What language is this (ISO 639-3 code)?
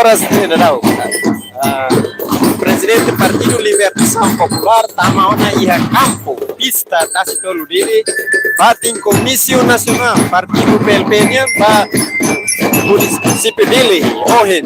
tet